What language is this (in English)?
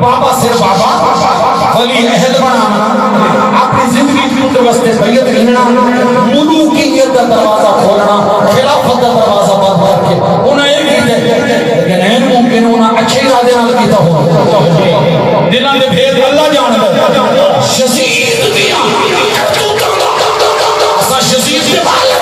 Saraiki